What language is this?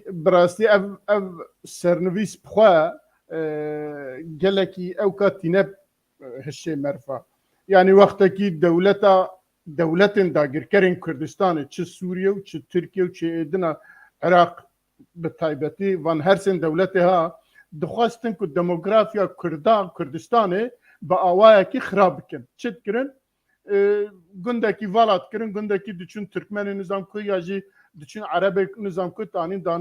Kurdish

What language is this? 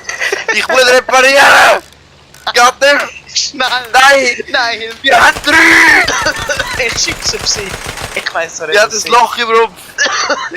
Swiss German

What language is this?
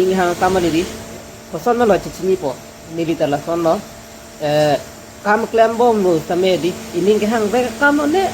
Karbi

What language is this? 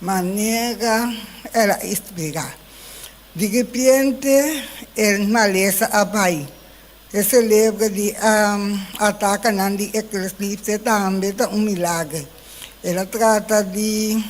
Papiamento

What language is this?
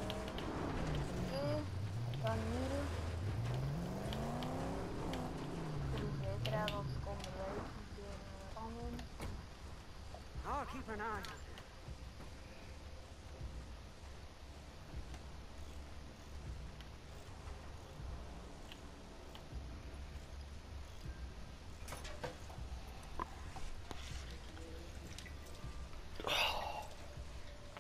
Dutch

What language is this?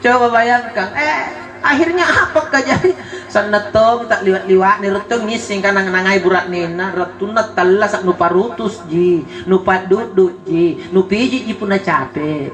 Makasar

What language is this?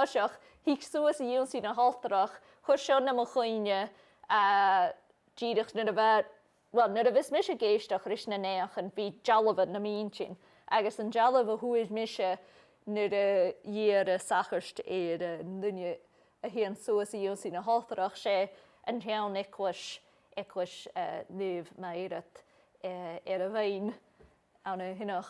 Scottish Gaelic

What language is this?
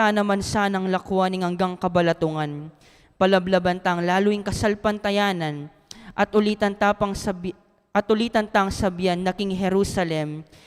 Pampanga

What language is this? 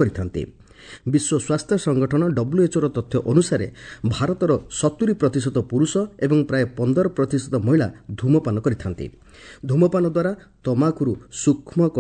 Odia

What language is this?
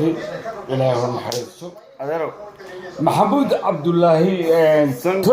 Somali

